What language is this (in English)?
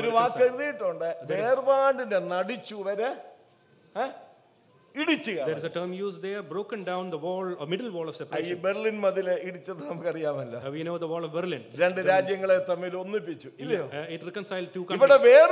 Malayalam